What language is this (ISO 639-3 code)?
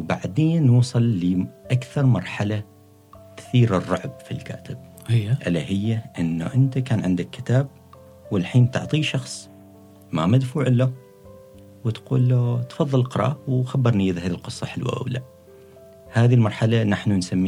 afb